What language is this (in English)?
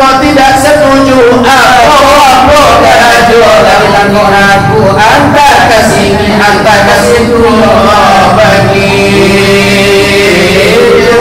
Minangkabau